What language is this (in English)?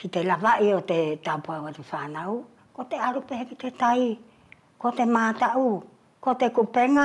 Wallisian